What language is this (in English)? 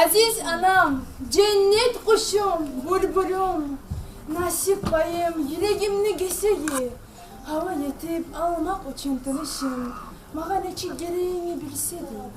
Kumyk